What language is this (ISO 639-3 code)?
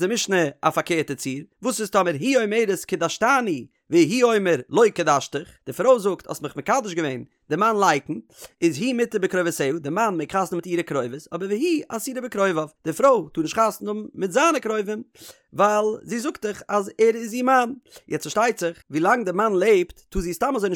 yid